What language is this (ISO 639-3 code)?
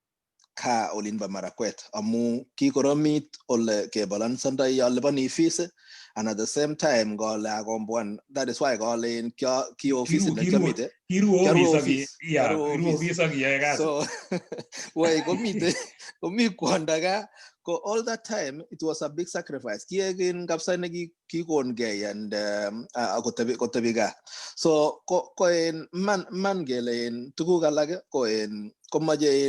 kln